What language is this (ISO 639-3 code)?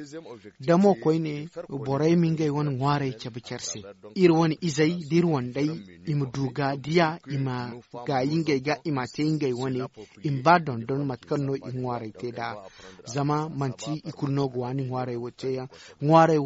dje